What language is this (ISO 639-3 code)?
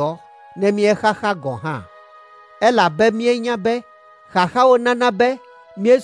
ewe